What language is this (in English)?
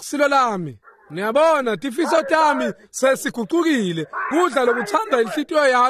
Swati